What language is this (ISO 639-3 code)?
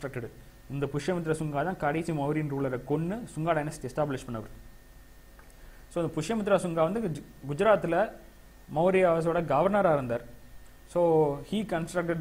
tam